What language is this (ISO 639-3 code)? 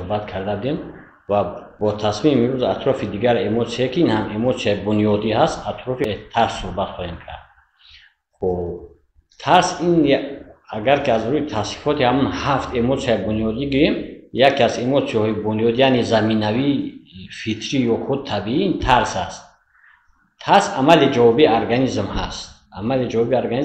tgk